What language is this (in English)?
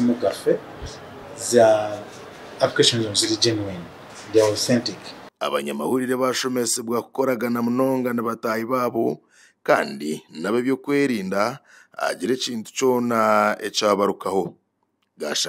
Nyankole